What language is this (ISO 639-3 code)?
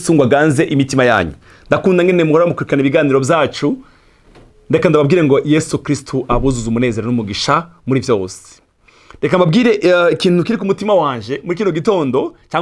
run